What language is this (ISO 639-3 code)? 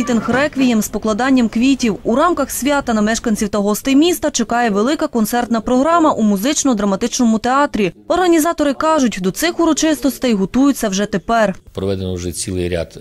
ukr